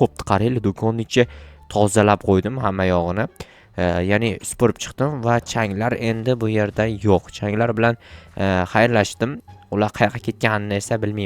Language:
Uzbek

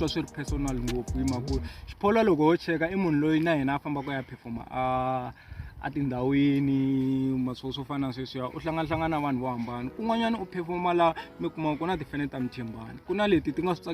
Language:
Tsonga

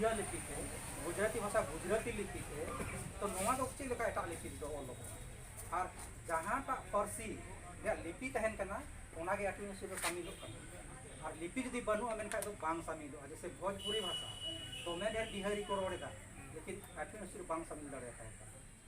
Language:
Santali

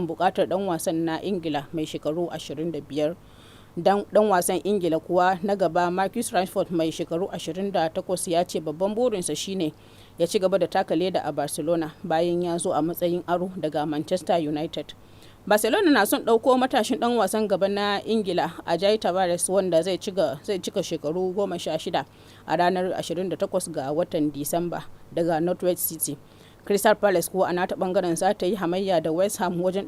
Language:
Hausa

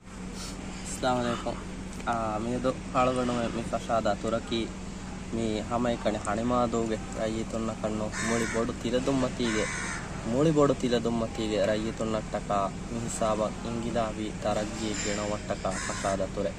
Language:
Divehi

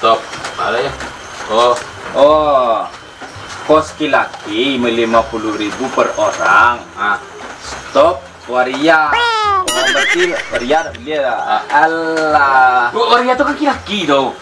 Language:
Minangkabau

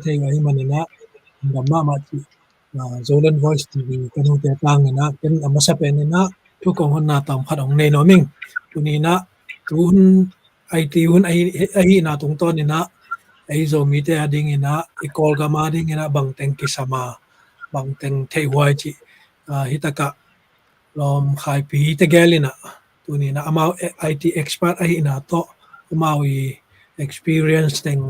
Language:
Tedim Chin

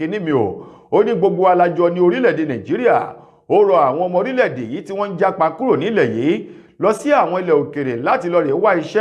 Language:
Yoruba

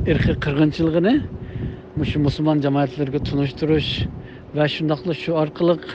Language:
Uyghur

